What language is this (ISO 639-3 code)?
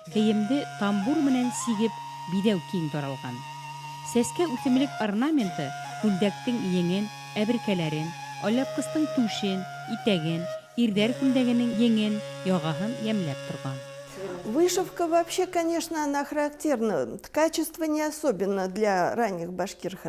bak